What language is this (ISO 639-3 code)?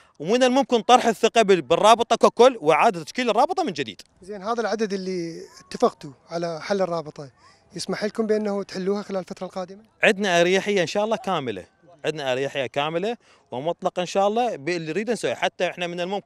acm